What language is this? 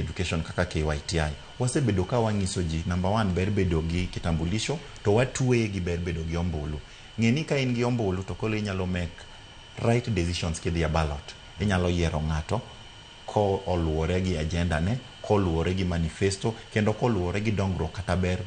Luo (Kenya and Tanzania)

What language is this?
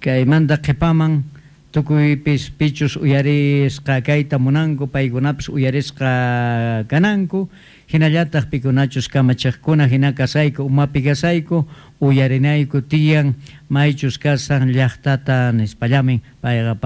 South Bolivian Quechua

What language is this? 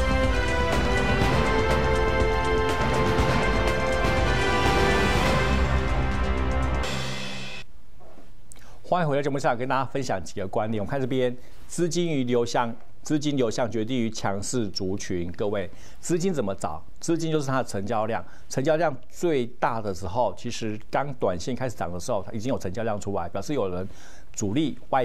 Chinese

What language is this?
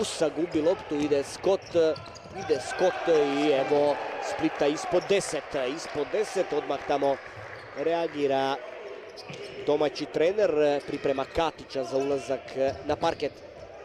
Croatian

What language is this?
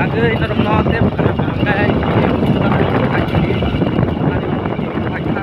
Kok Borok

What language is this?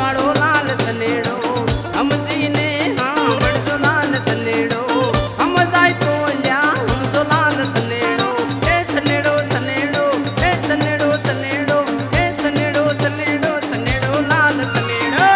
Gujarati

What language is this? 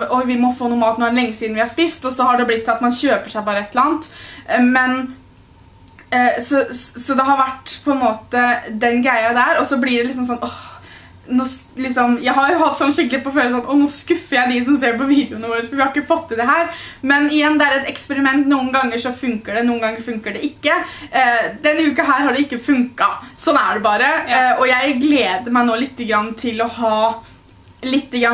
Norwegian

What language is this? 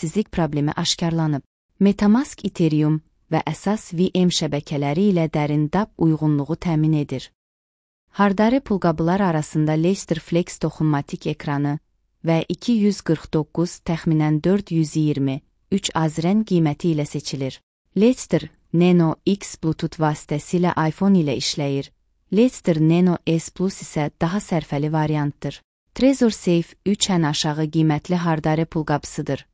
Azerbaijani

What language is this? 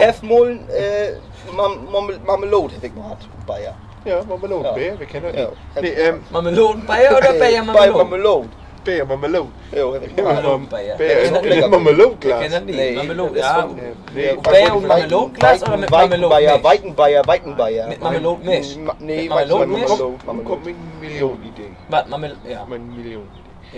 Low German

